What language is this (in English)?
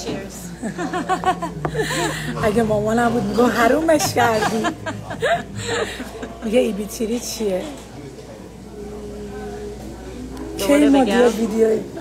Persian